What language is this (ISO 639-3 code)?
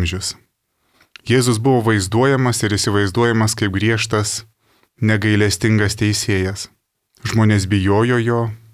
lit